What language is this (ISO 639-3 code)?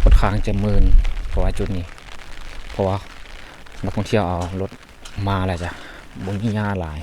lao